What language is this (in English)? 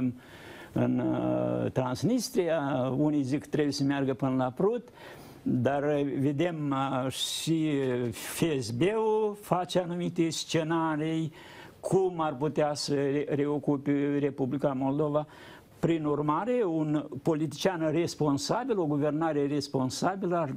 Romanian